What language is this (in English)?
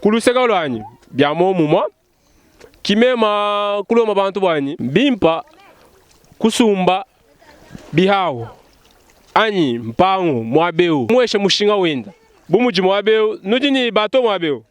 Luba-Lulua